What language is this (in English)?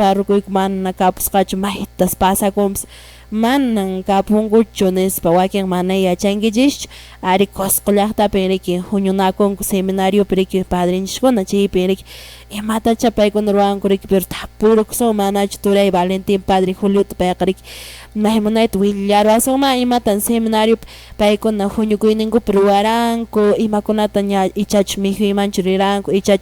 Quechua